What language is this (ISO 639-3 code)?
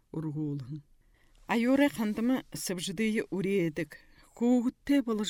bua